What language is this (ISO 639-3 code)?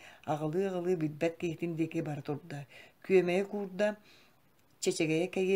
sah